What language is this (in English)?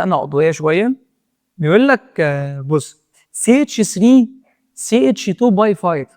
Egyptian Arabic